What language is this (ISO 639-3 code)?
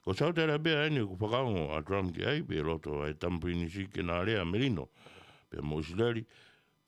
ton